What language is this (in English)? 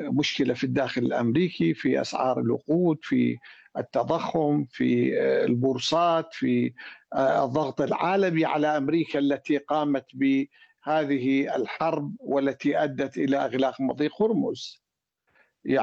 Arabic